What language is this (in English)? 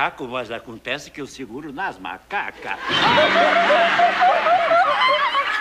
Portuguese